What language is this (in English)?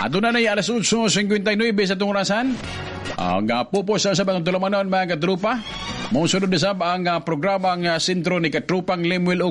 Cebuano